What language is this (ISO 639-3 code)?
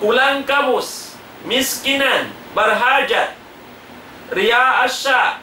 tsg